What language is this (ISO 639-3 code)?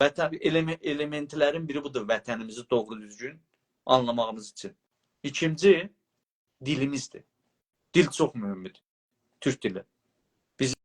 azb